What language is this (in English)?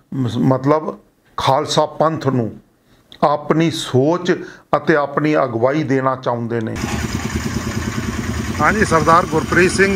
Punjabi